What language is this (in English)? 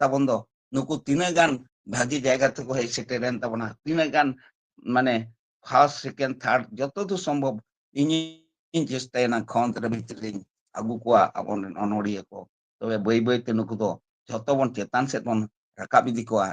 Santali